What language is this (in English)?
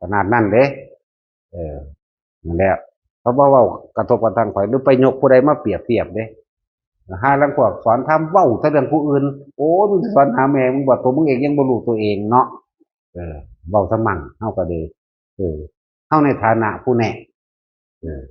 Northeastern Thai